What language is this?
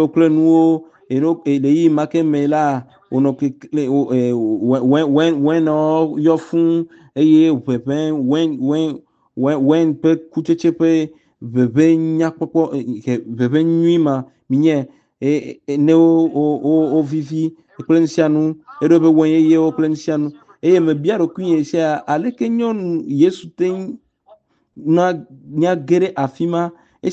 Ewe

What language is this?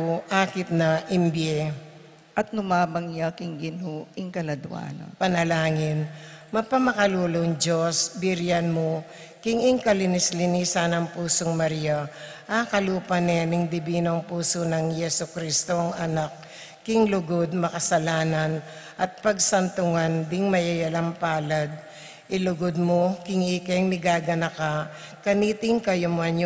Pampanga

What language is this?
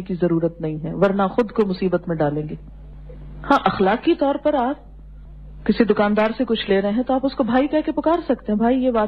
Urdu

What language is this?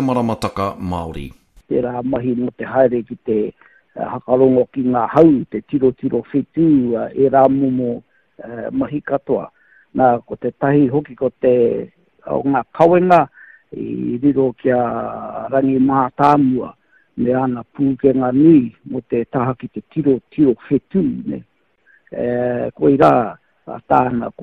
Māori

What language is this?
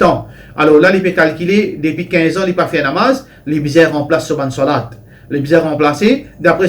Morisyen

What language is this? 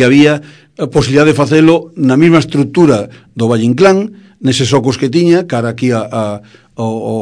Galician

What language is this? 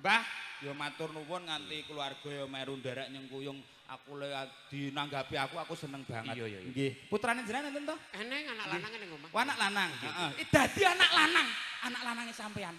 Javanese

